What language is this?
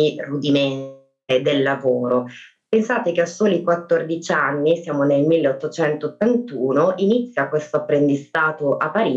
Italian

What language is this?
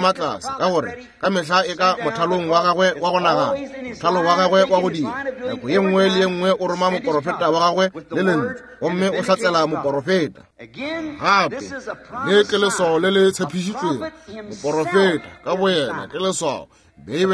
Northern Sotho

